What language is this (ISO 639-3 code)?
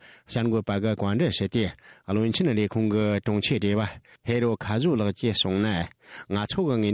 bod